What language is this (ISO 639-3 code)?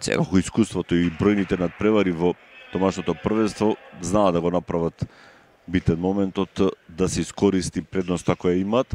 mkd